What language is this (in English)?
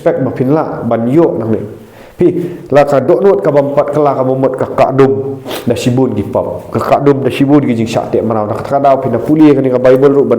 Khasi